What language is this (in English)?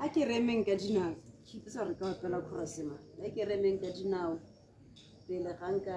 Tswana